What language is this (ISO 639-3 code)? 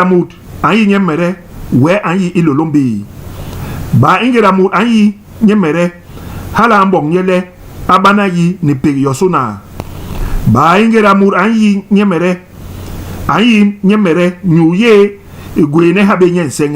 bas